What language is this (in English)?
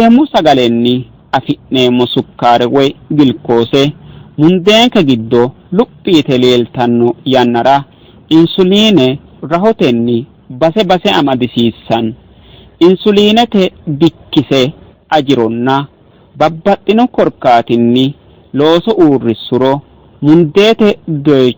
Sidamo